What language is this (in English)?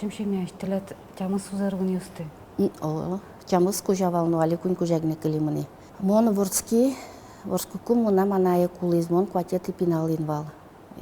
Udmurt